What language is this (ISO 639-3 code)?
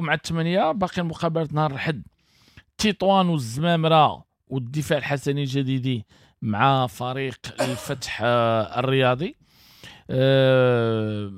ary